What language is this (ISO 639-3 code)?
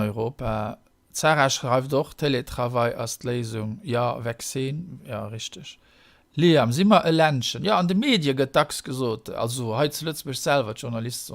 ltz